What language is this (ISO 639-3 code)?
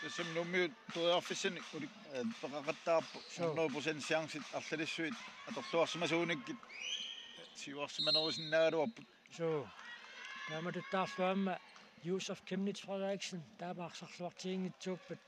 kal